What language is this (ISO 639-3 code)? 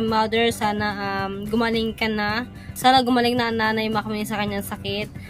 fil